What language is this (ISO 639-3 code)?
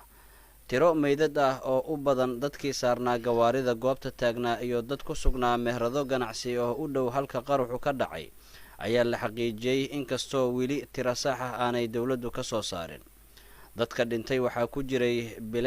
som